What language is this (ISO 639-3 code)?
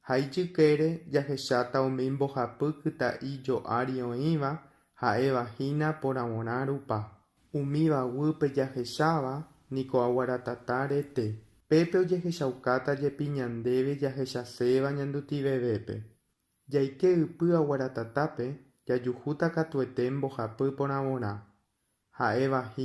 grn